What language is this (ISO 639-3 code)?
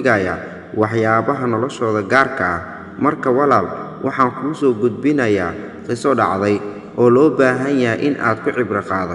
som